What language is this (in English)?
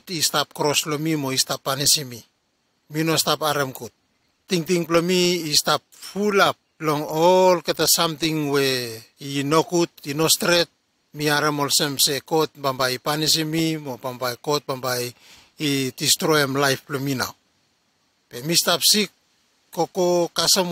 Bislama